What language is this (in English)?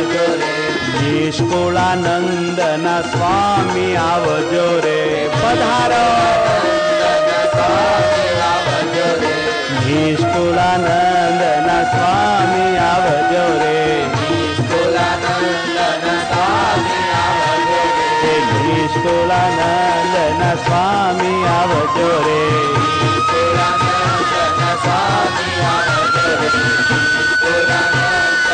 Gujarati